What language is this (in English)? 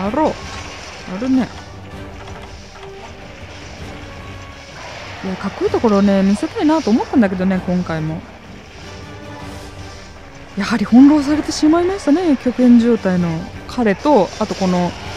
Japanese